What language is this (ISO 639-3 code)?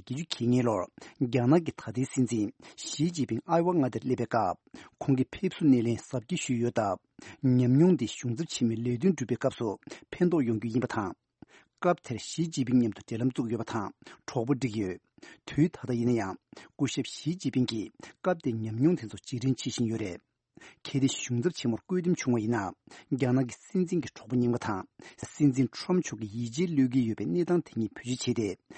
bod